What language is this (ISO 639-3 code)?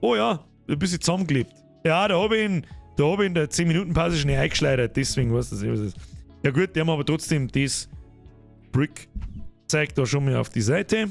bar